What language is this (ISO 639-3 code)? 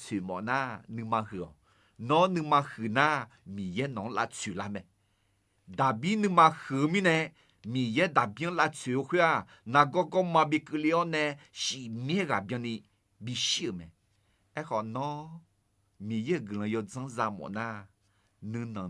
ahk